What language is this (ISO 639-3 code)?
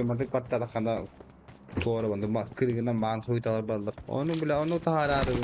sah